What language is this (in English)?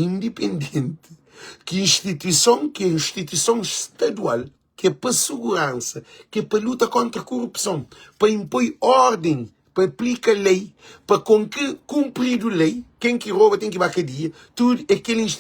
Kabuverdianu